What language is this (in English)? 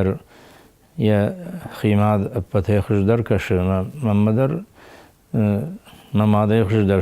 Ossetic